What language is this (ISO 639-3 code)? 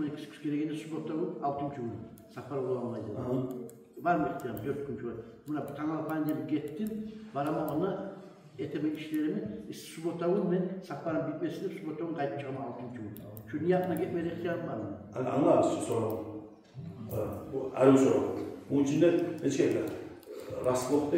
kum